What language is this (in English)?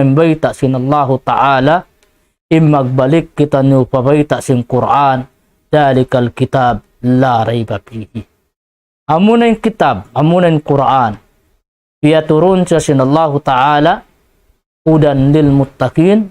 Tausug